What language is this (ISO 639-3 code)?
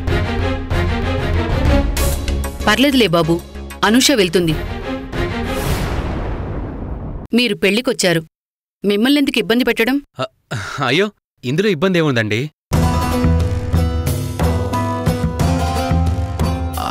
tel